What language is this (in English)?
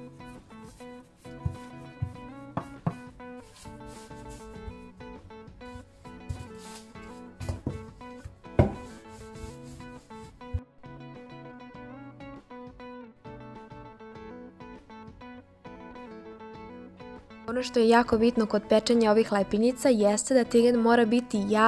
Serbian